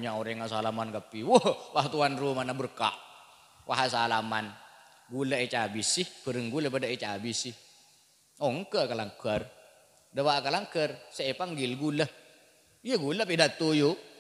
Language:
Madurese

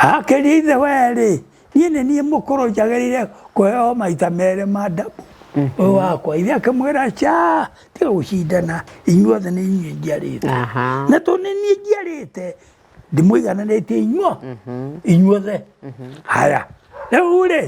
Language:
Kikuyu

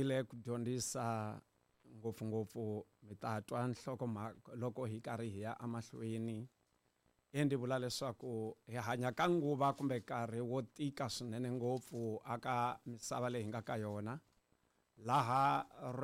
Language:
Tsonga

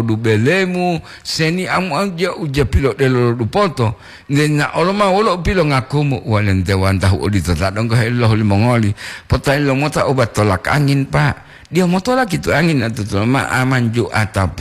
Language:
Gorontalo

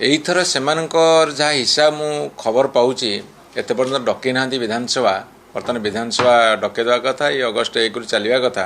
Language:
Odia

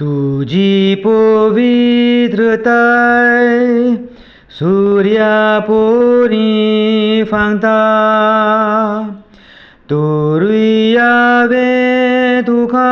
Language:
Konkani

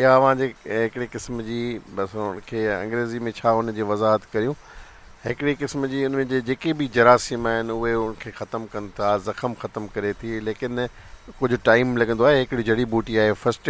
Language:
Sindhi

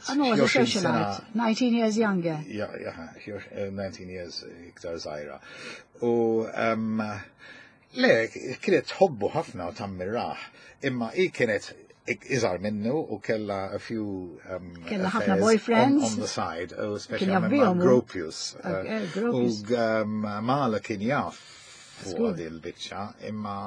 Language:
Maltese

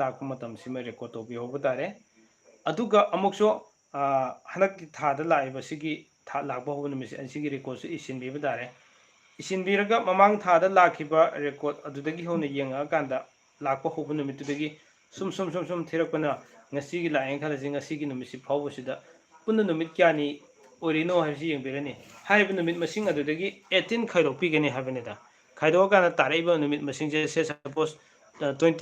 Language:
Manipuri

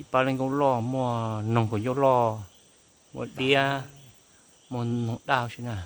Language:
Hmong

